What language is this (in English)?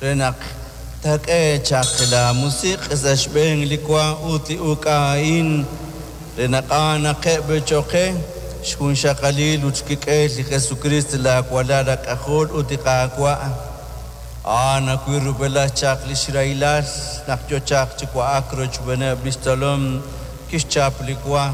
Kekchí